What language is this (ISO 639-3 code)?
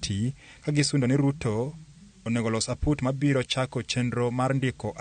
luo